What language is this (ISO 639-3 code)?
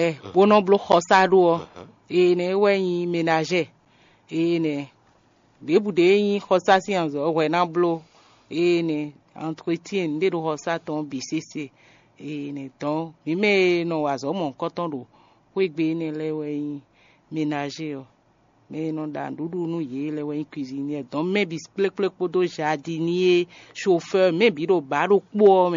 fon